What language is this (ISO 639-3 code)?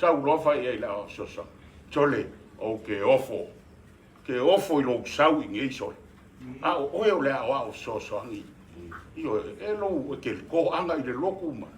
smo